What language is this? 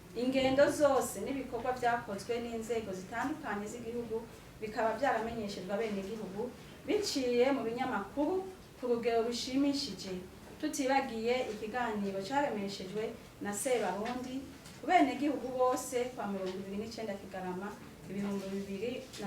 Rundi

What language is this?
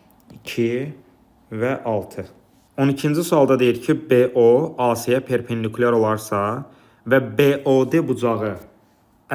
Azerbaijani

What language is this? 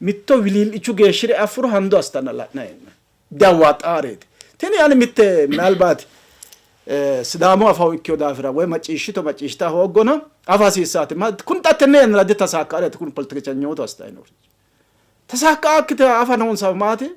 Sidamo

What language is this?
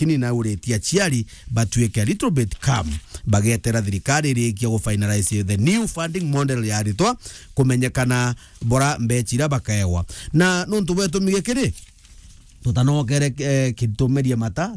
Meru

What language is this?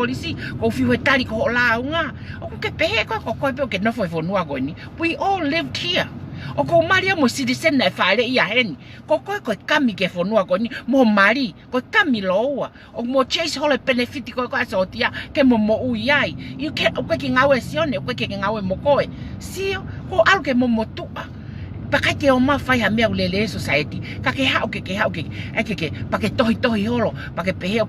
Tongan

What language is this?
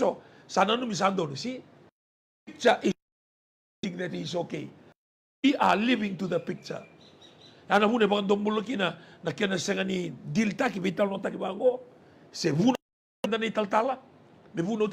Fijian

